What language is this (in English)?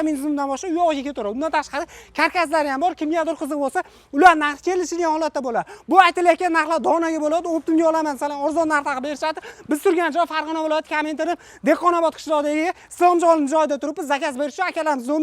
Uzbek